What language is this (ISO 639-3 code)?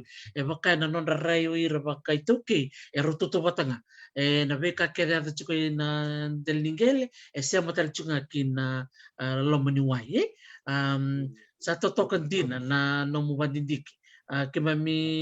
fij